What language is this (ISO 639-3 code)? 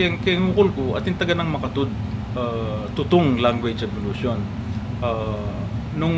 pam